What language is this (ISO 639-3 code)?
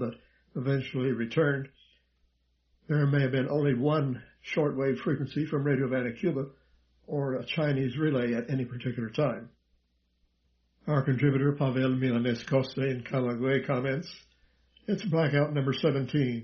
eng